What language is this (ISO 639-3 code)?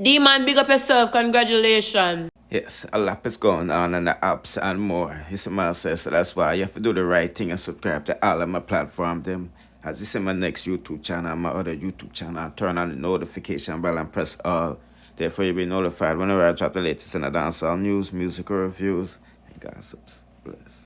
jam